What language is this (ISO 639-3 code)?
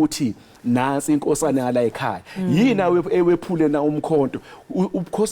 zul